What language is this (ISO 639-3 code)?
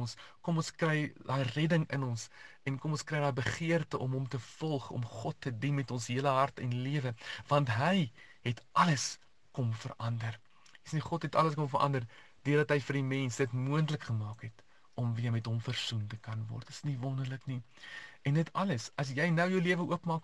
afr